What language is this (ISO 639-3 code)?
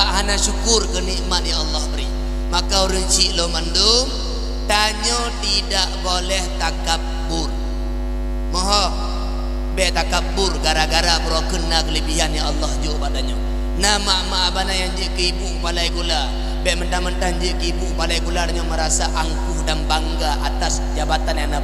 ace